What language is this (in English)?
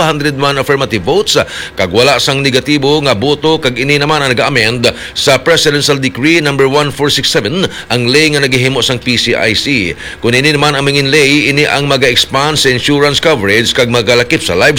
Hiligaynon